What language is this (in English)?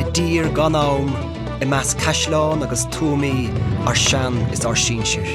Irish